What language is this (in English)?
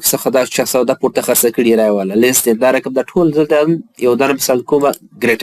Pashto